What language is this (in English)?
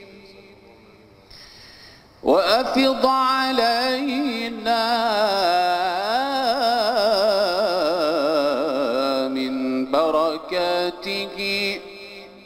Arabic